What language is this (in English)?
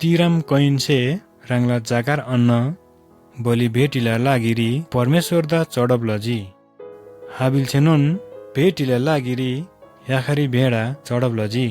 Eastern Tamang